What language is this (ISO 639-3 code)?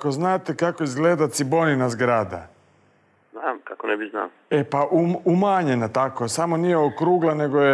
hrv